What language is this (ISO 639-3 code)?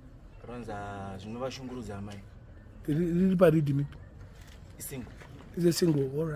sna